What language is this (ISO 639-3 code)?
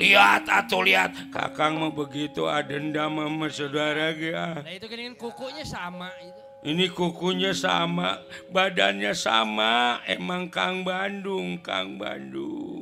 bew